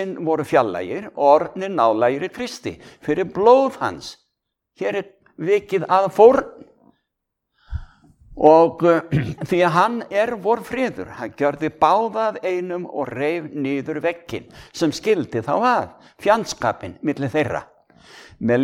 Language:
Icelandic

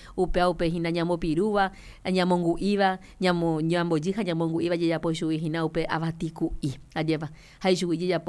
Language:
Guarani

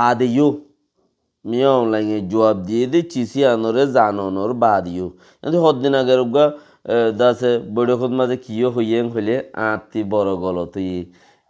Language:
Rohingya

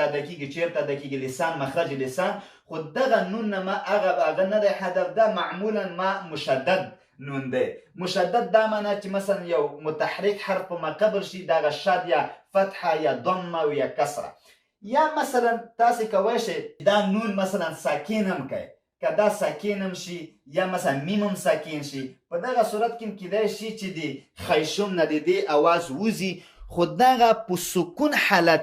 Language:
Pashto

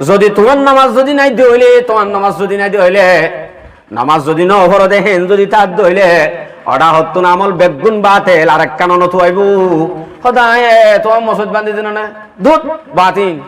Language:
Rohingya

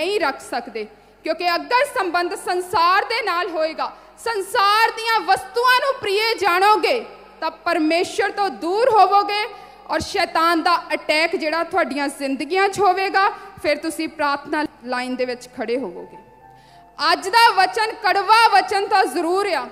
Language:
Punjabi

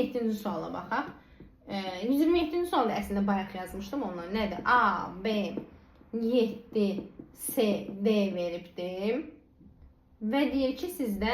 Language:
Azerbaijani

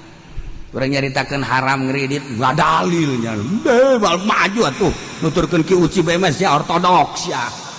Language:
Sundanese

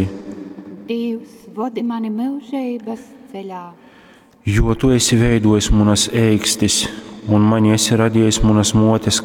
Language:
Latgalian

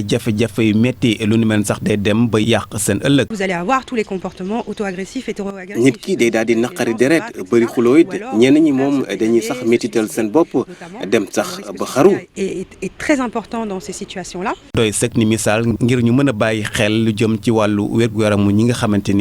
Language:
Wolof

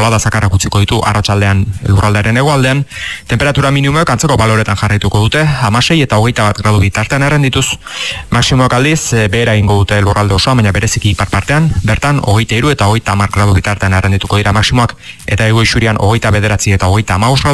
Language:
Basque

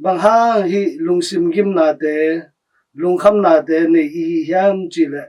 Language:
Tedim Chin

